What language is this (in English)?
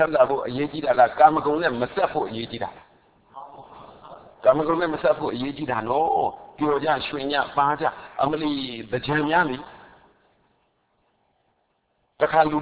Burmese